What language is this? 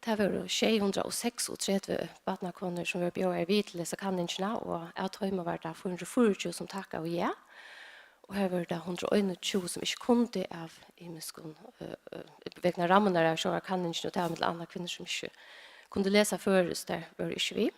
Faroese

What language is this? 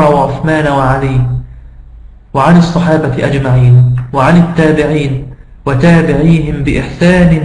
Egyptian Arabic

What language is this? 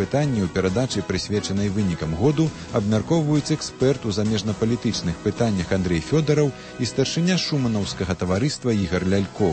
Belarusian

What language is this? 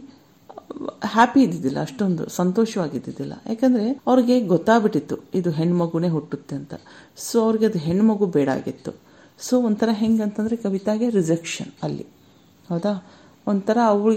Kannada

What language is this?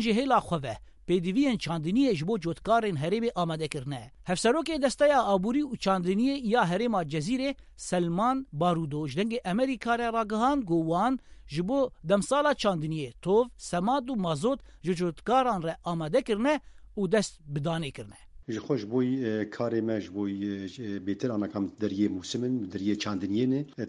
Kurdish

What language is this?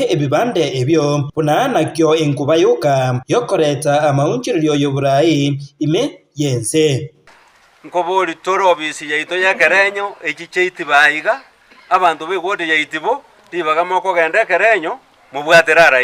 Gusii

